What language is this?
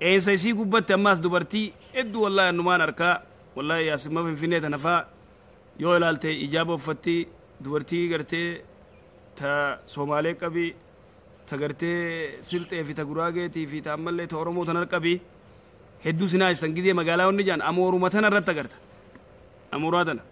Oromo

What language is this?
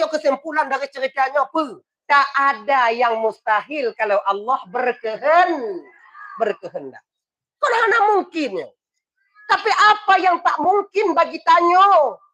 Achinese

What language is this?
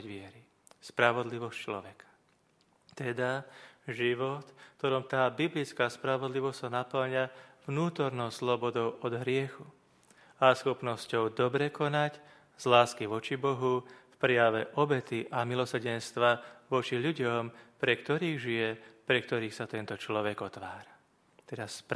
Slovak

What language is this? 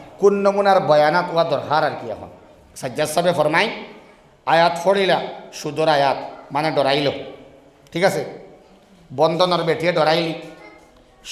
Sylheti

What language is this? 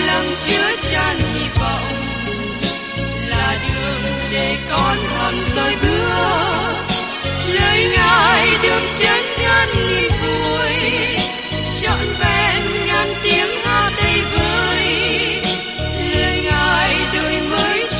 Vietnamese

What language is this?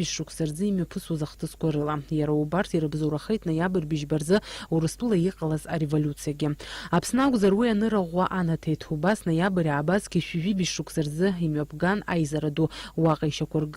Abkhazian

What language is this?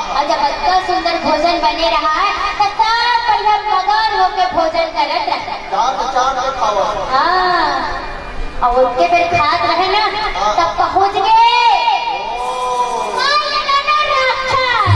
Chhattisgarhi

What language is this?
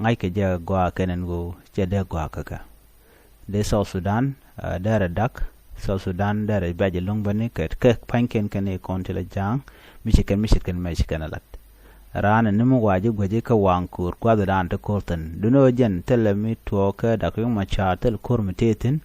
Nuer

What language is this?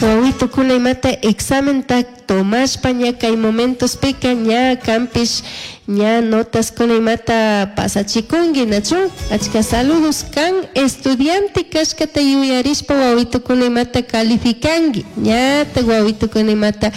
Chimborazo Highland Quichua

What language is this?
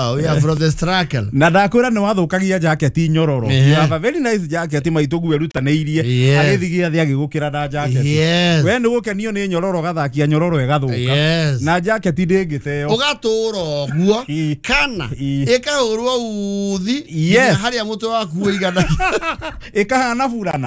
Kikuyu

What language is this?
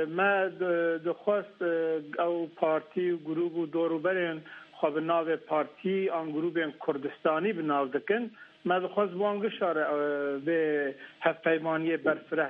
Kurdish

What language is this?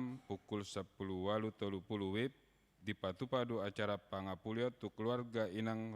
Batak Toba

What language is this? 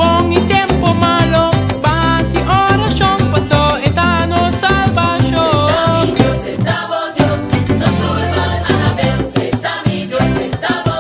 Papiamento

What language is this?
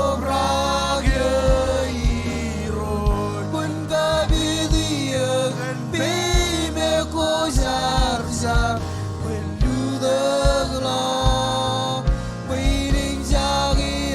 Marshallese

